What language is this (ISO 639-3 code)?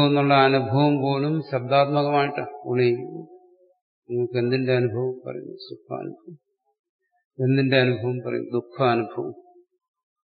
mal